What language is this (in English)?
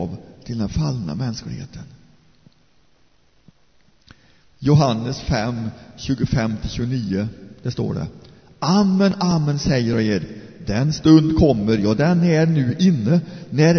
Swedish